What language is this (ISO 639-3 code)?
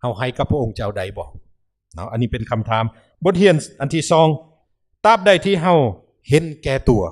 lao